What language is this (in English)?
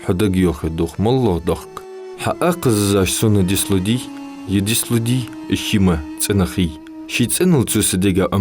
Ingush